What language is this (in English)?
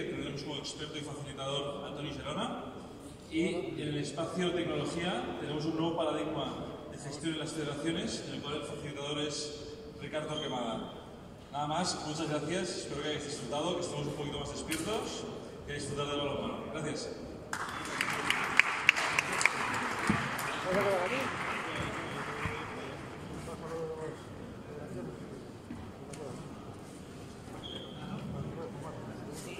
Spanish